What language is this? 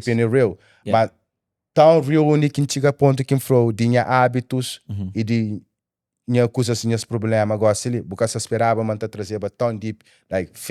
Kabuverdianu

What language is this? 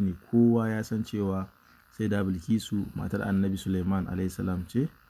Hausa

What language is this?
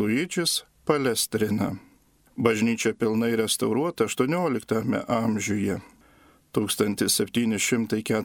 Lithuanian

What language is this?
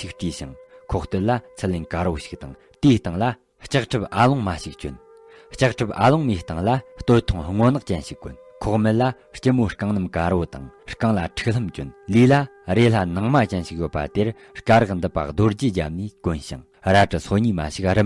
Tibetan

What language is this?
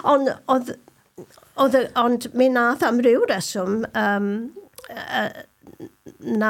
Welsh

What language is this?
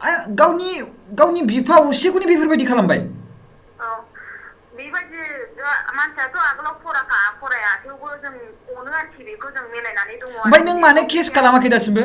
Bodo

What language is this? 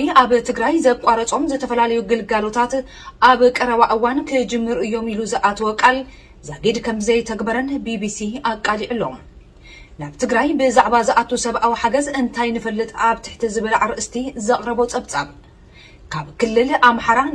Tigrinya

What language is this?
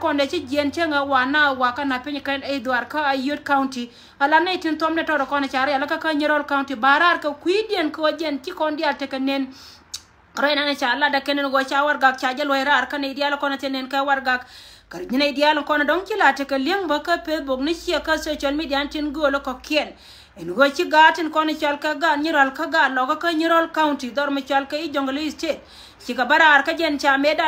Nuer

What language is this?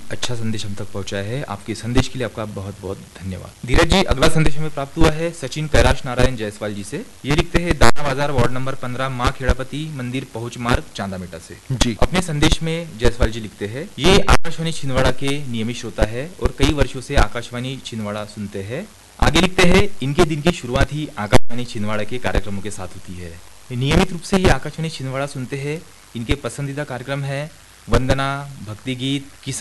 Hindi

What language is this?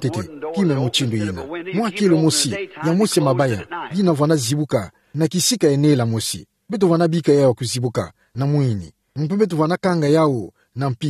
Kituba (Democratic Republic of Congo)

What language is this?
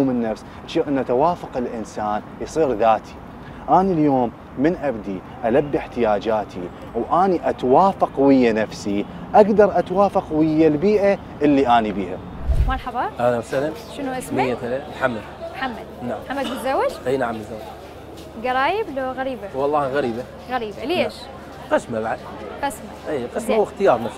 Mesopotamian Arabic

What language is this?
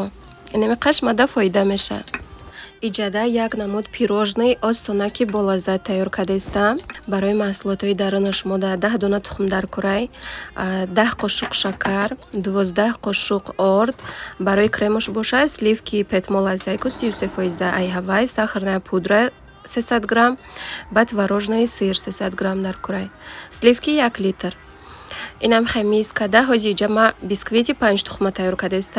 Tajik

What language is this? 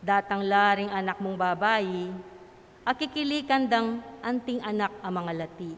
Pampanga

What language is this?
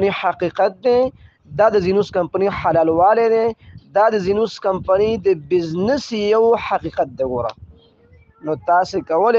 Pashto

